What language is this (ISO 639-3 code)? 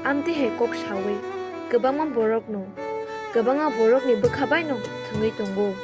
trp